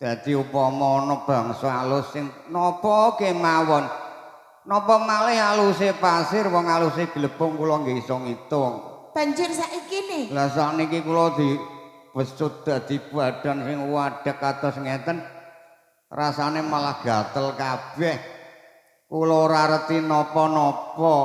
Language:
Javanese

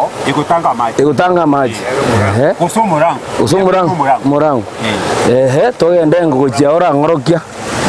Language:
Gusii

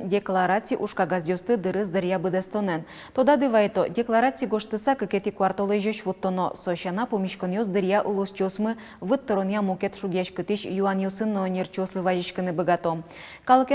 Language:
Udmurt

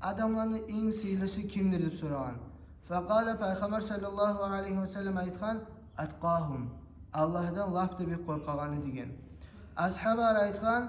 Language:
Kumyk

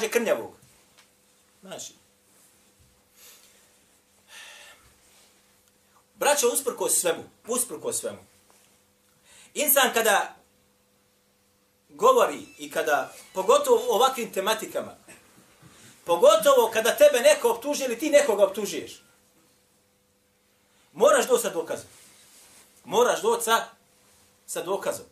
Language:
Bosnian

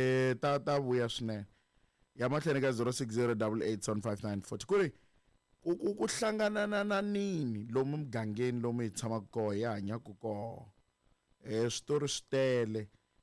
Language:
Tsonga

